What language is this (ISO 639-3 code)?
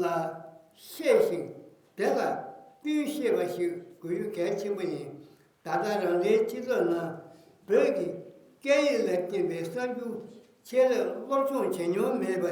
bod